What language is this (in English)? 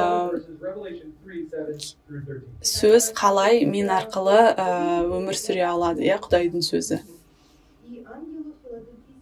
Kazakh